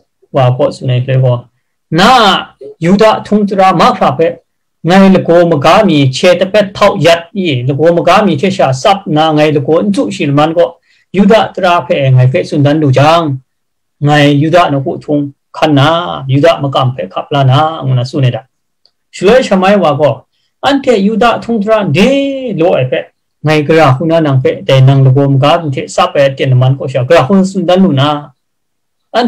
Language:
Kachin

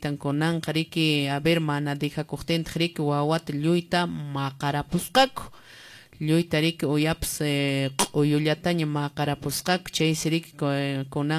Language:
Quechua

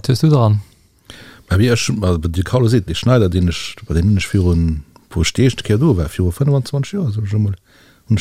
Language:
Luxembourgish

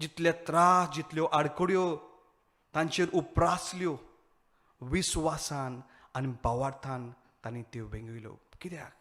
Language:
Konkani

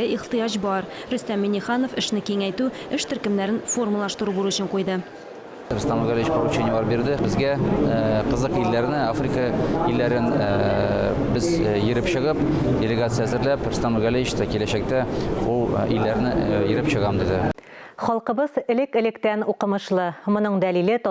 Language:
Tatar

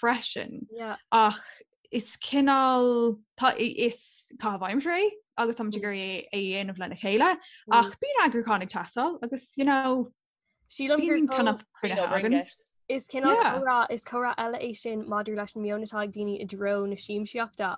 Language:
Irish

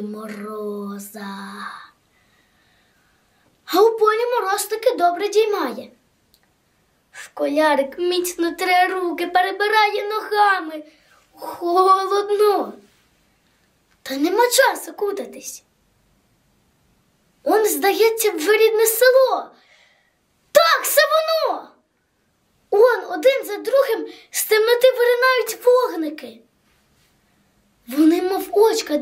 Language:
Ukrainian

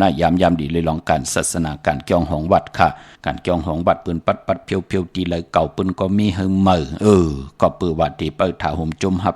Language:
Shan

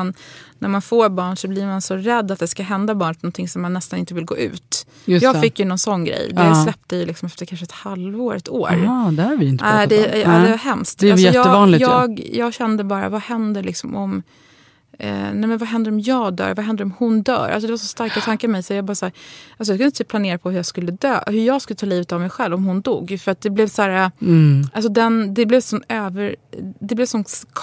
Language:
Swedish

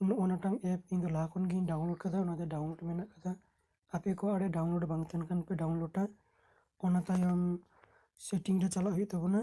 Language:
Santali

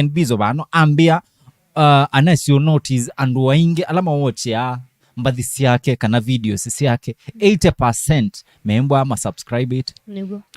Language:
Kamba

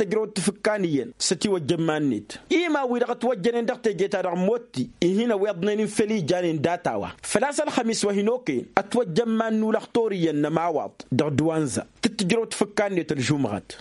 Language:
Tamasheq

